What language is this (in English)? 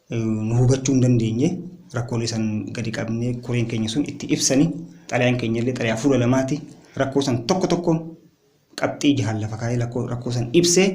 Oromo